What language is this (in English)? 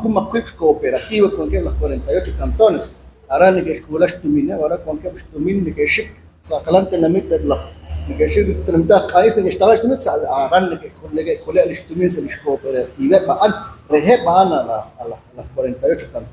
Kekchí